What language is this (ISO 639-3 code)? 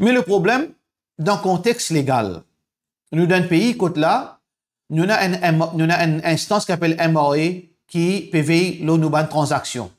mfe